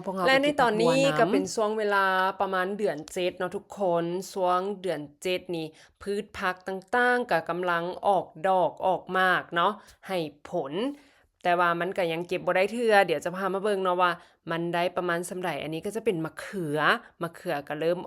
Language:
Lao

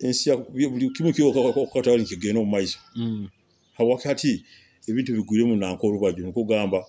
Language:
Nyoro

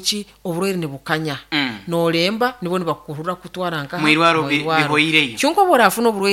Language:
Nyoro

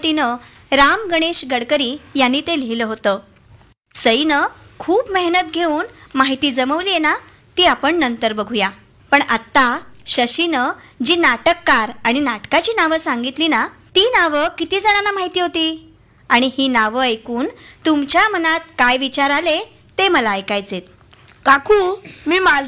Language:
Marathi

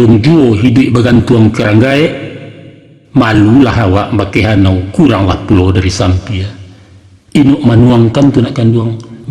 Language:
Minangkabau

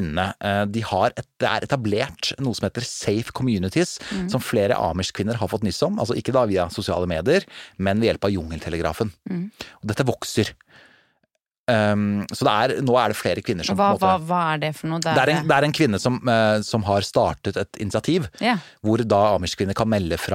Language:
Norwegian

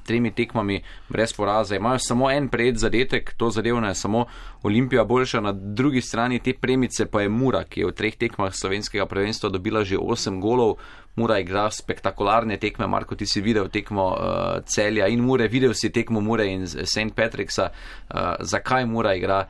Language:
Slovenian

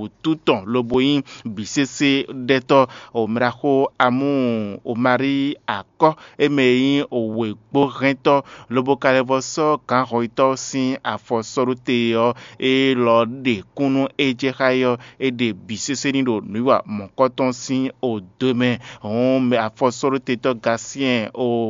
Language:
Fon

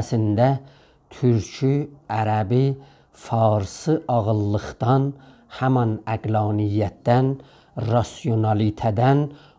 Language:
South Azerbaijani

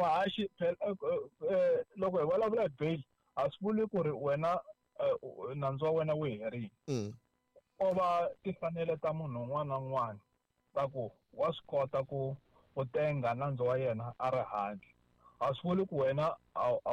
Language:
Tsonga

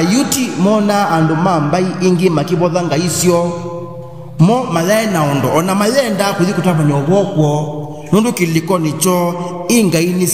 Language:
Kamba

